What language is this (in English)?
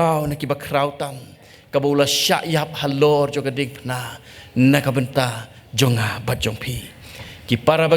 Khasi